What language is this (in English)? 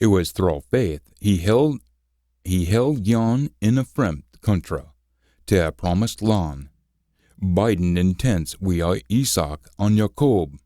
Scots